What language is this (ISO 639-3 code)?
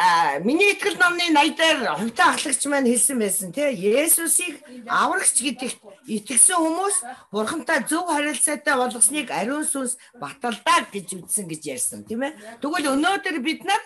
mon